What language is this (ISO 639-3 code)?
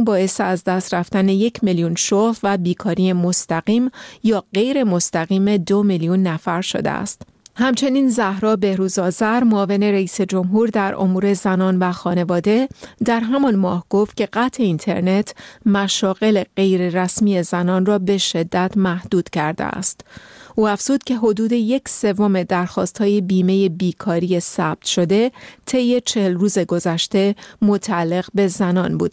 fas